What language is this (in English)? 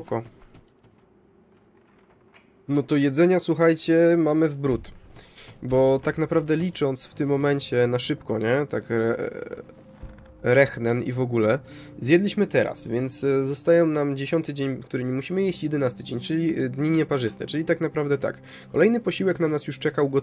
Polish